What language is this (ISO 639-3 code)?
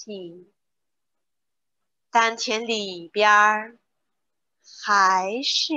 zho